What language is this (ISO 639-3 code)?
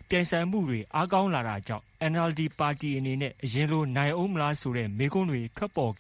mya